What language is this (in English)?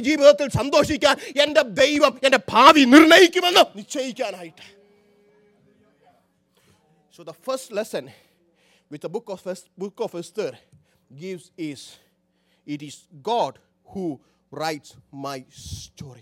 Malayalam